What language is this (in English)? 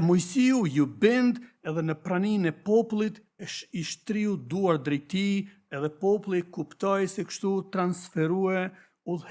Albanian